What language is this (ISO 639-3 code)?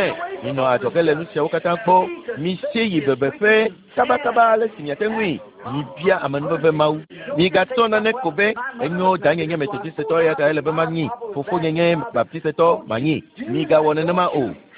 ewe